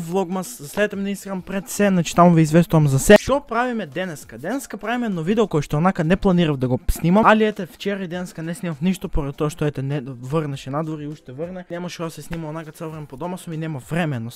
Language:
Macedonian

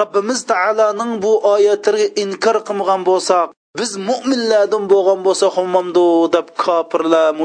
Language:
Uyghur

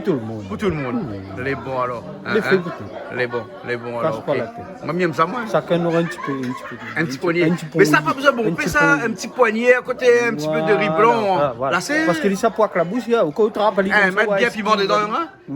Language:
Réunion Creole French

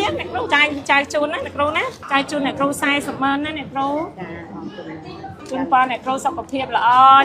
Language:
Khmer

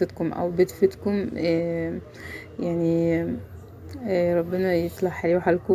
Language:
Egyptian Arabic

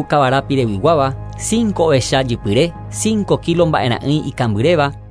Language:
Guarani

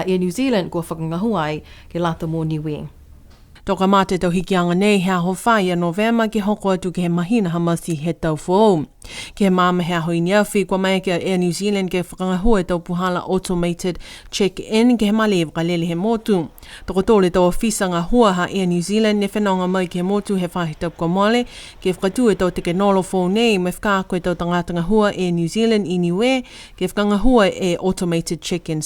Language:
Niuean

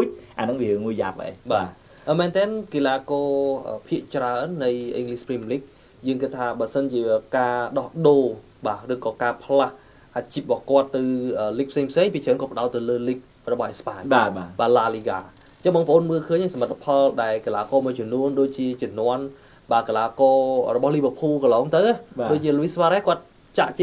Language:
Khmer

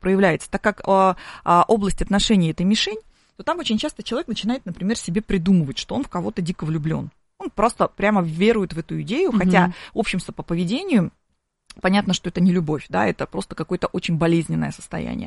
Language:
Russian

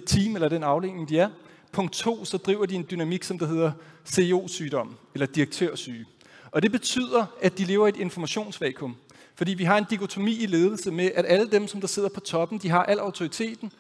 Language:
Danish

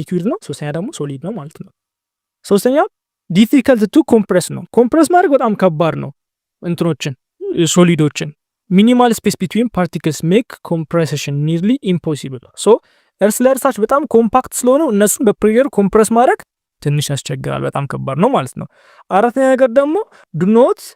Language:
Amharic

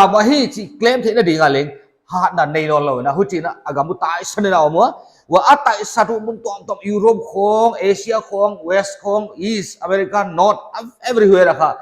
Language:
Paite Chin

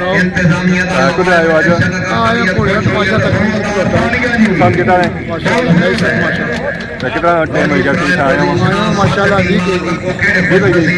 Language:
Pahari-Potwari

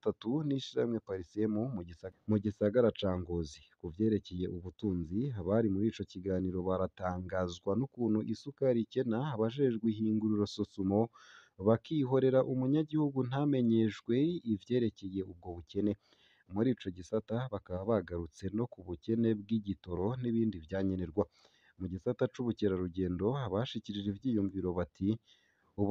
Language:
Rundi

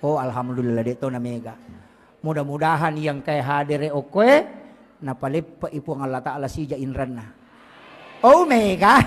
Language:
Buginese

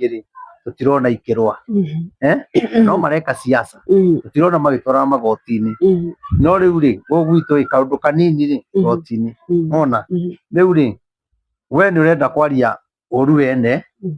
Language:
Kikuyu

